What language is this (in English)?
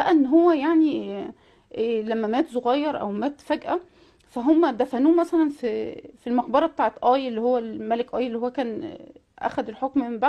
Egyptian Arabic